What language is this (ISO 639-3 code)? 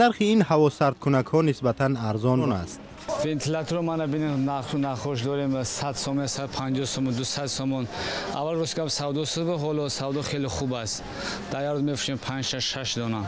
tgk